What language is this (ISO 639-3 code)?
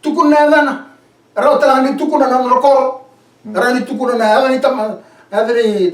fij